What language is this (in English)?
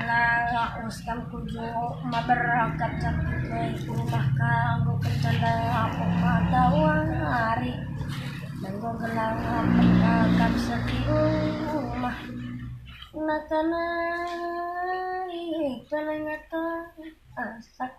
Batak Karo